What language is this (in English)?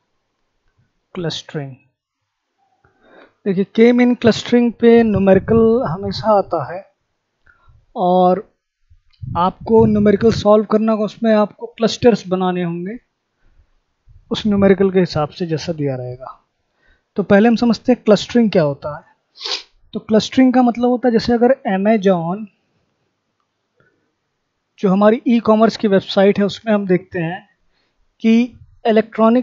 Hindi